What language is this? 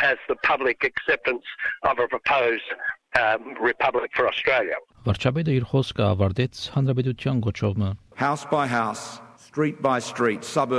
Armenian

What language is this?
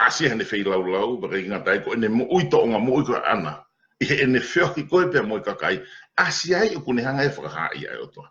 Tongan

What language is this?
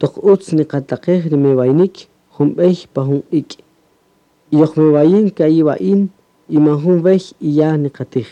Kaqchikel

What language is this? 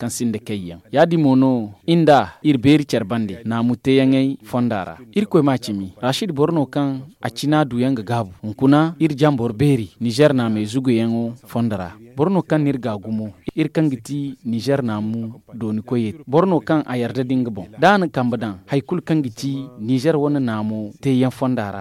Zarma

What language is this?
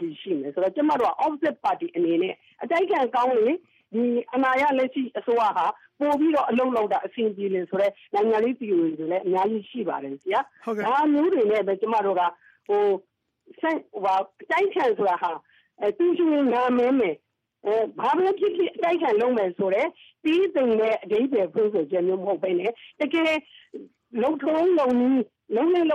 Burmese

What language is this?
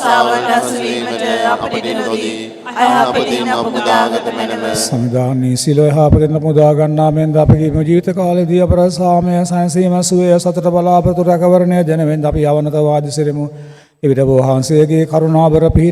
Sinhala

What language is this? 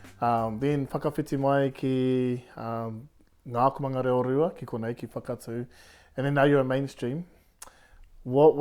Māori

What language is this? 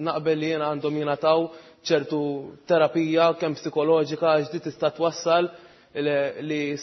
Maltese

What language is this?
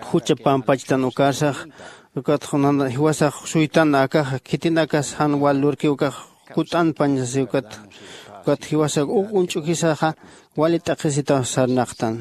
Aymara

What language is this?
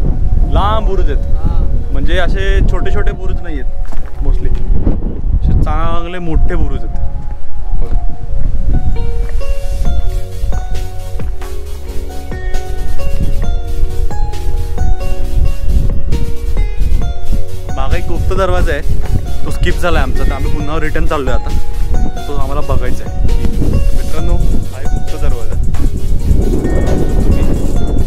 Marathi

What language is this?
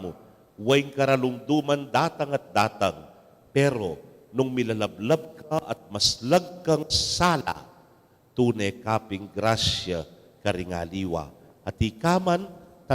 Pampanga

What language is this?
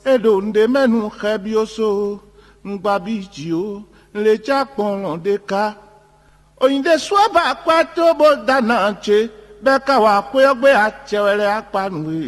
Fon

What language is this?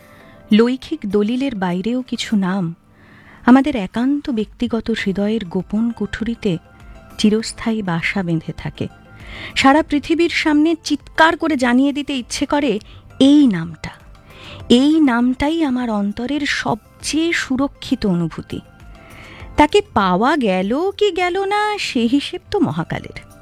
Bangla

